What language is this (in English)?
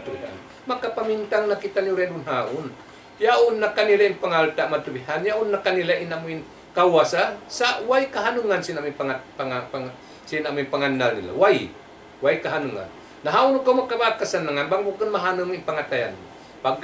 Tausug